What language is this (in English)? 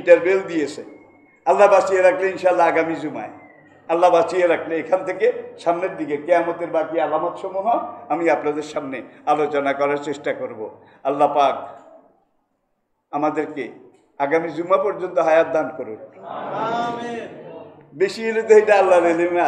Bangla